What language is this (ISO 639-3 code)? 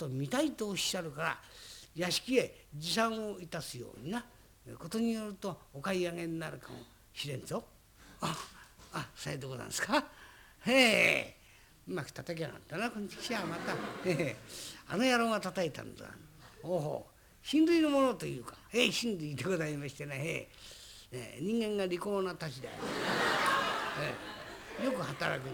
jpn